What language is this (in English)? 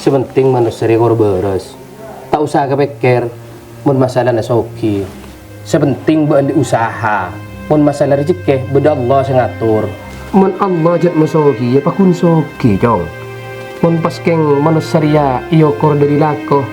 Madurese